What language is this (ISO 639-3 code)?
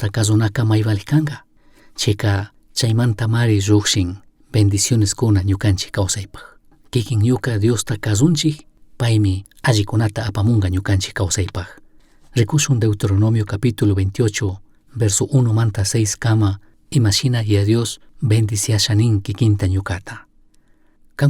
qug